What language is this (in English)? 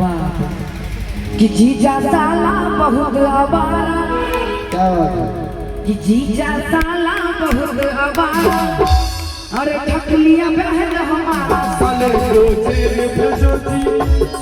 Maithili